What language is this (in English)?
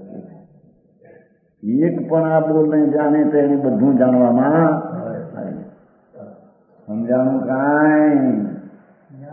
Gujarati